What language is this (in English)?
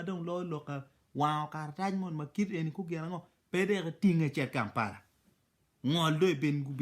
Acoli